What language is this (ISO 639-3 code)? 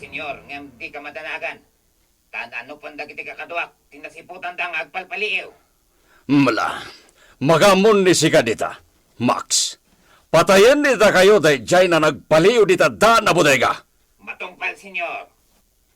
ilo